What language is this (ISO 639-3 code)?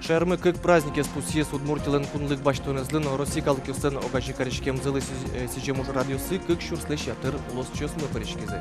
udm